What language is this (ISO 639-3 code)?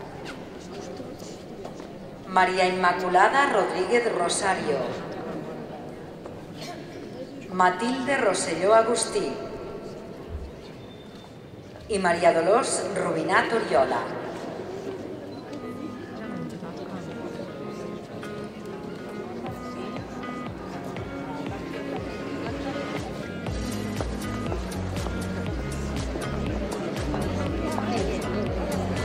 cat